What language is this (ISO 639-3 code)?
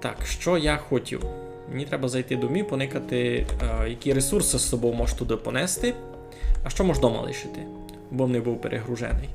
rue